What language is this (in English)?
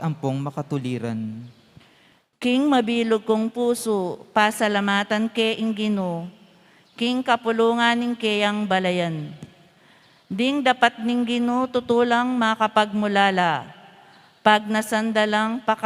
Pampanga